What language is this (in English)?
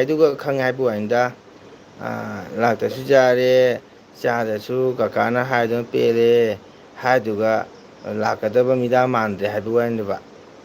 Manipuri